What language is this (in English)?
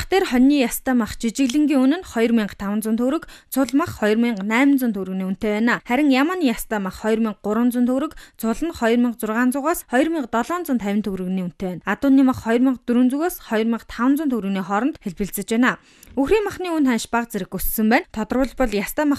Mongolian